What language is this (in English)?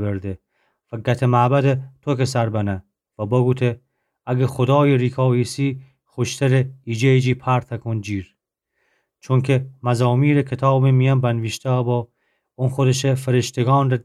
Gilaki